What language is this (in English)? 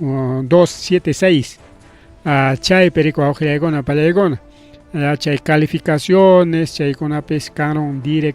Ayacucho Quechua